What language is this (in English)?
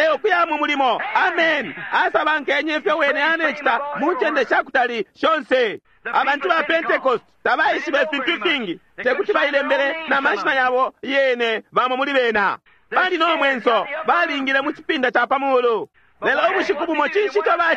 Bemba